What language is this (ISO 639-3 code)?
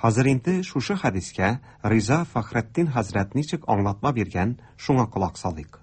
tat